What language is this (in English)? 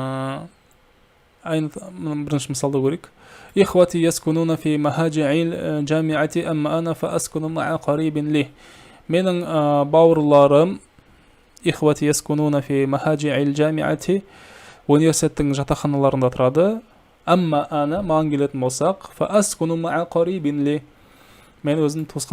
Kazakh